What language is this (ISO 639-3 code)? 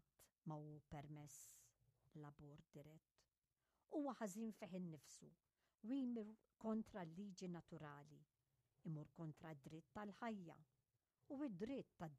mlt